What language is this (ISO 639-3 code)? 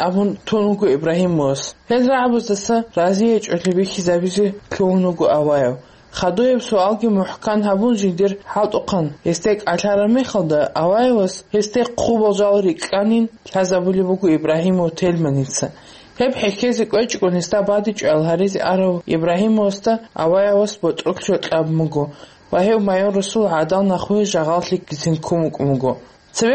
ava